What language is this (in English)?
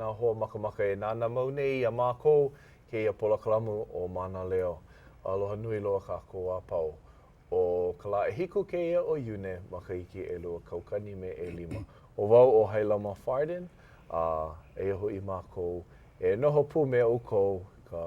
Hawaiian